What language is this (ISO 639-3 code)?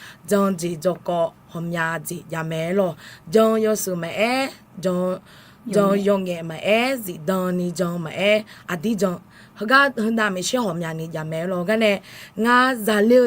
ahk